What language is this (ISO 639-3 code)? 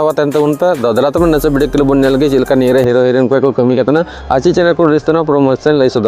sat